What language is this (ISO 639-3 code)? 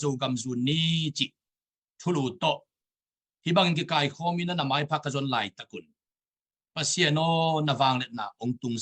ctd